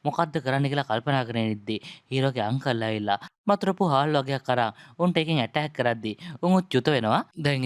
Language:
Sinhala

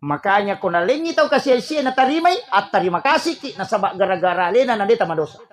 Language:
Buginese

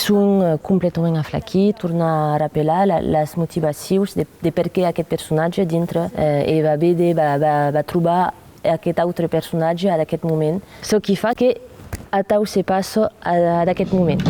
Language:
Occitan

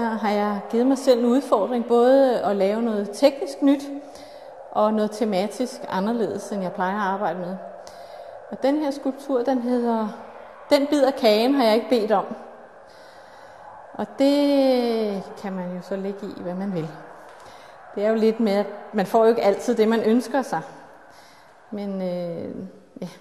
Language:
Danish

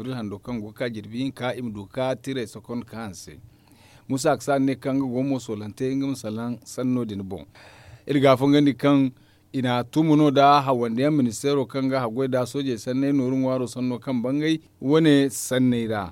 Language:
Zarma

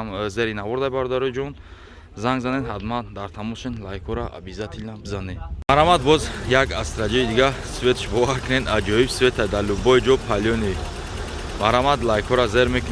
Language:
Tajik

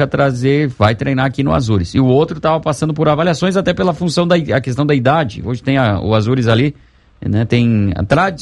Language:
Portuguese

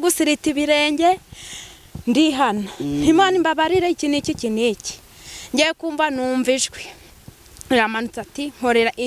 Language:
Kinyarwanda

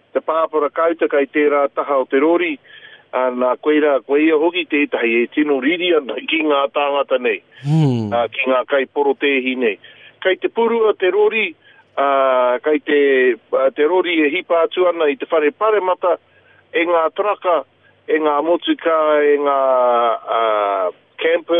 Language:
Māori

